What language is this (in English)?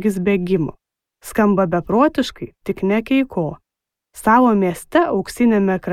Lithuanian